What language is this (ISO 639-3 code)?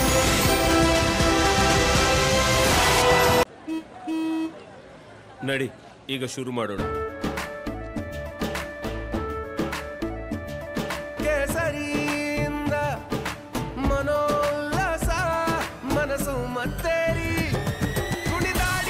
kan